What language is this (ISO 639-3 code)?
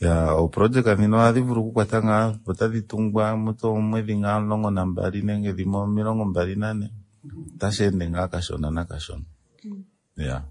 kua